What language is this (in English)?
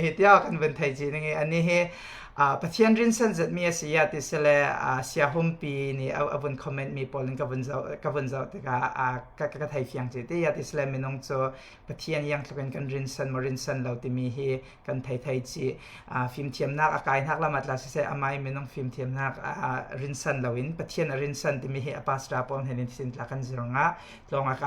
Falam Chin